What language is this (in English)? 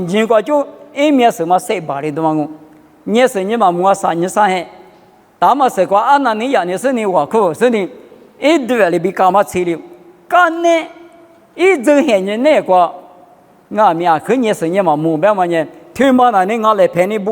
Lisu